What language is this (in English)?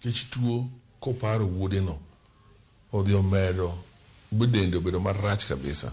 Luo (Kenya and Tanzania)